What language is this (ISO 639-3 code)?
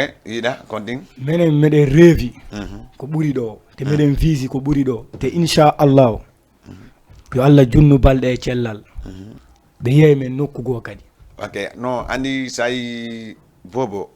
ful